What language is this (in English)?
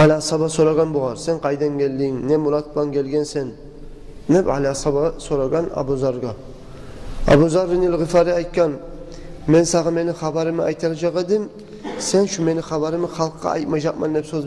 Kumyk